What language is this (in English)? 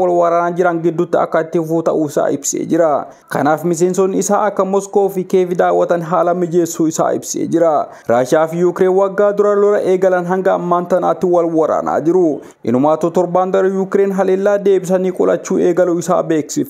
Oromo